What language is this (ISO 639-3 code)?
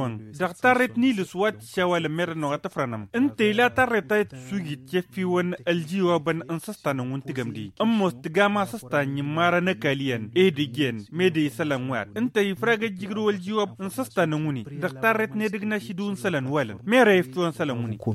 taq